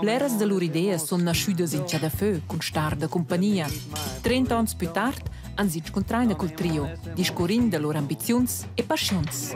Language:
Romansh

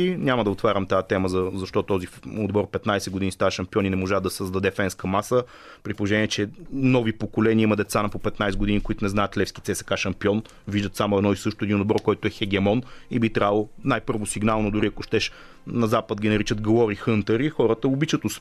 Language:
Bulgarian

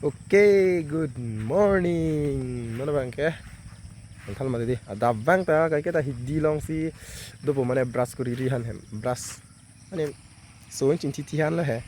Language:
Karbi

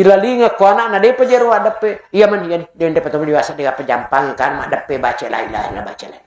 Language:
Buginese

